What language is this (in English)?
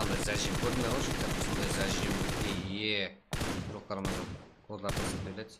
Kara-Kalpak